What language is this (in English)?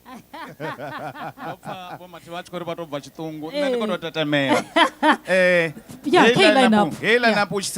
Venda